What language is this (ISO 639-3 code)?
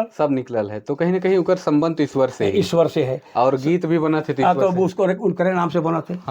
sck